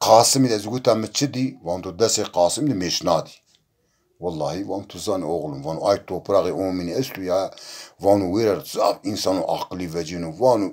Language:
Zaza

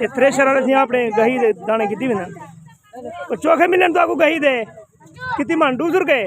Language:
Saraiki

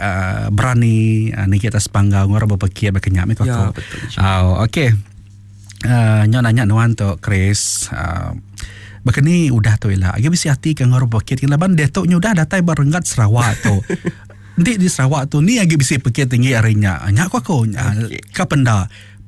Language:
Iban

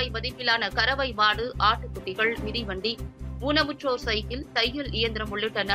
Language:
Tamil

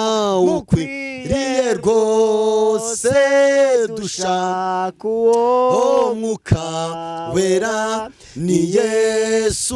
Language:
Kinyarwanda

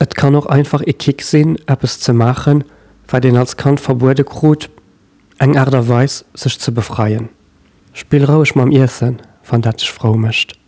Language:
Luxembourgish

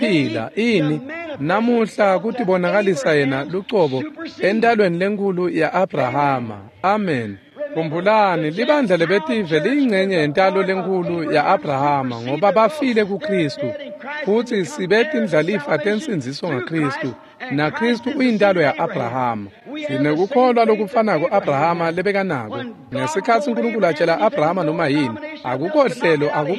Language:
Swati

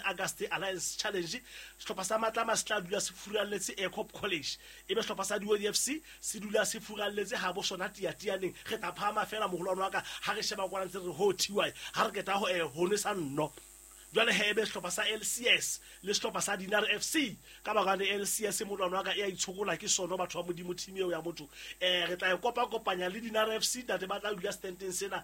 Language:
Southern Sotho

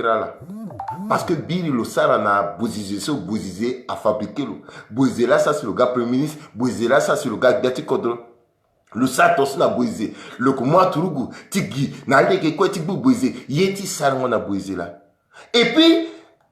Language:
Sango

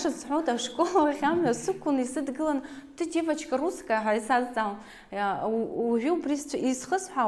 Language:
Abkhazian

